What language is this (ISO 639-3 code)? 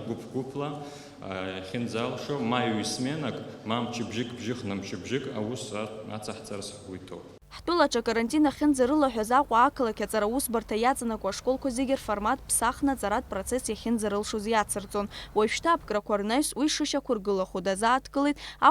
abk